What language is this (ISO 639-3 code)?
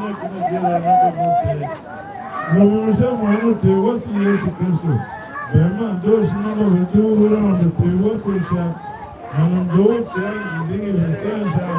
tiv